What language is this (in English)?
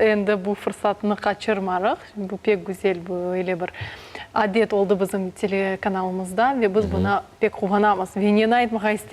Crimean Tatar